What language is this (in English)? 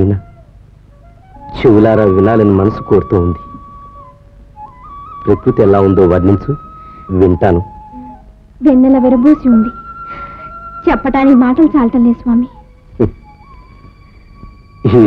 Telugu